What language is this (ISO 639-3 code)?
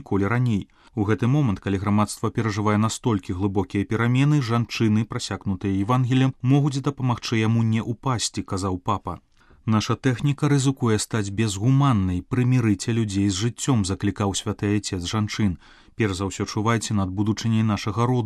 bel